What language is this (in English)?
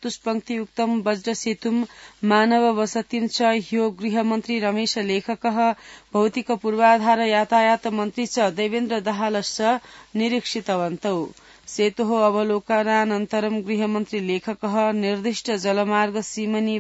Sanskrit